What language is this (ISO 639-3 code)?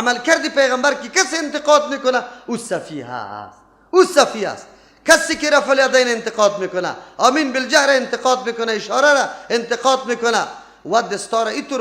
fas